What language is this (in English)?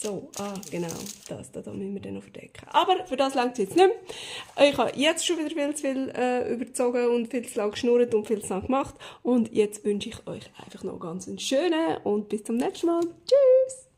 Swiss German